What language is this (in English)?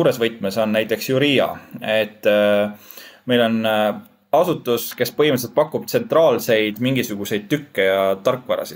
Estonian